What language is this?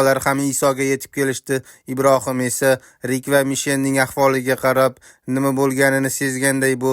Uzbek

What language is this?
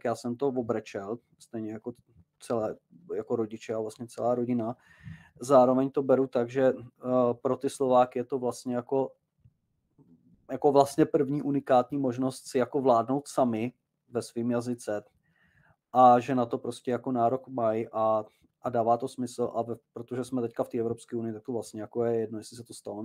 Czech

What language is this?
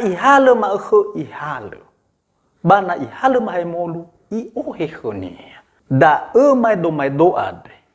Nias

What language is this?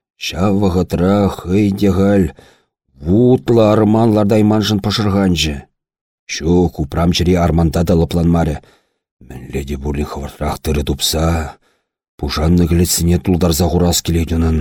Chuvash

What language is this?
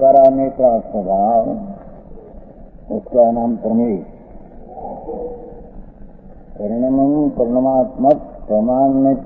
Hindi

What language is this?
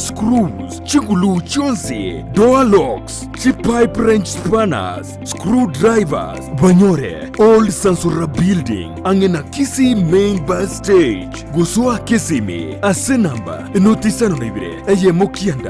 Gusii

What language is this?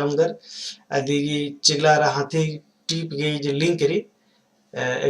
Kurukh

